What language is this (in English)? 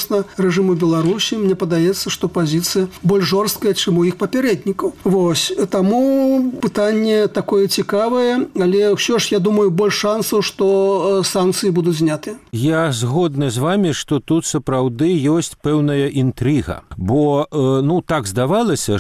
Belarusian